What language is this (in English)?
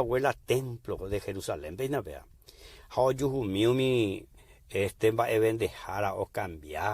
Guarani